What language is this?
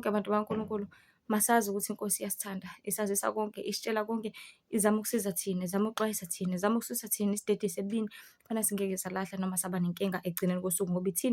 Zulu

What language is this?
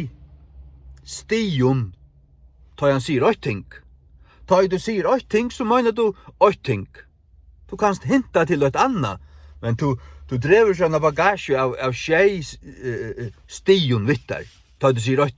Faroese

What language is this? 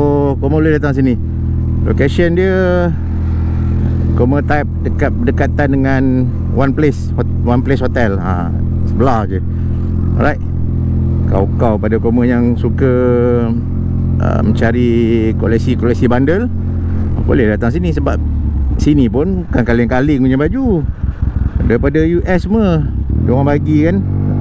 Malay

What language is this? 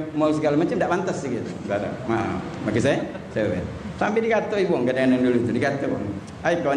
Musi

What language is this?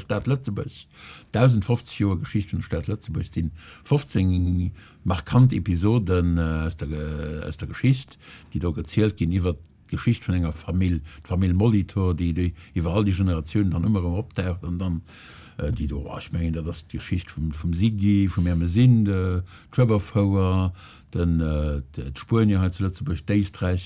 Luxembourgish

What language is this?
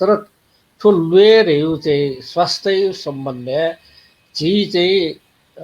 Newari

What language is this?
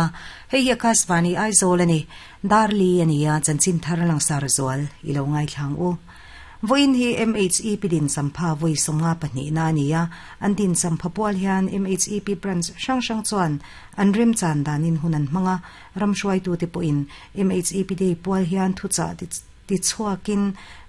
Mizo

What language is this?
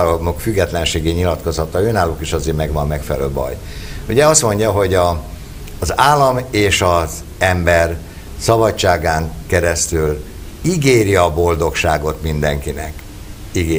Hungarian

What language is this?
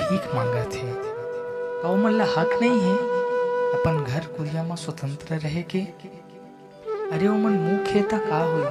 Chhattisgarhi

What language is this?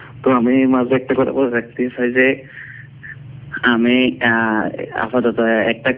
Bangla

